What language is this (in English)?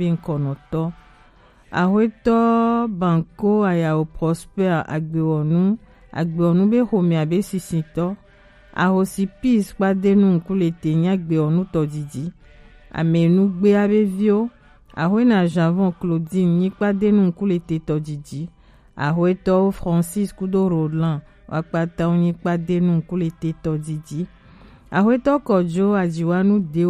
Gen